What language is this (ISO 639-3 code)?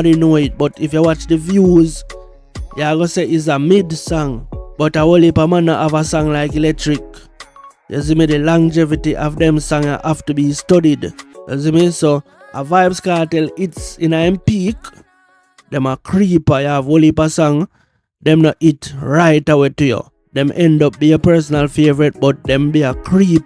jam